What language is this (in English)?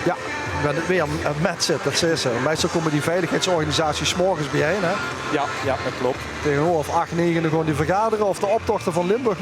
Limburgish